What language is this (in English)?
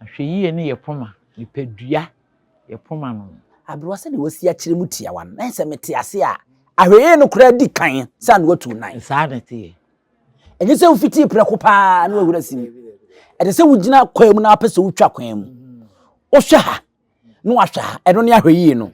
Akan